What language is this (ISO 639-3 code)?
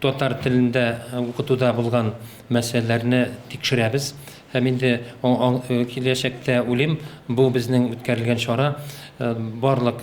tat